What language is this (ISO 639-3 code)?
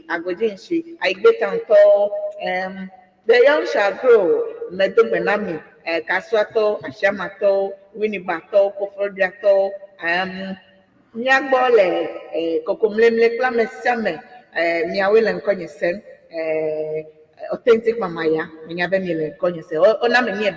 ewe